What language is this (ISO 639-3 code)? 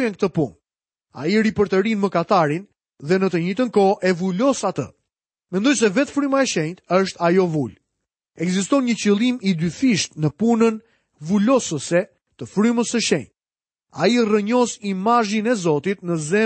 sqi